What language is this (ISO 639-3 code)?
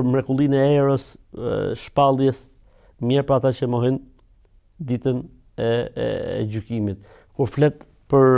sqi